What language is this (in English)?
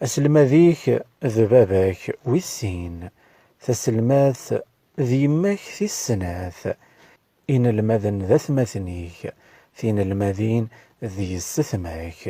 Kabyle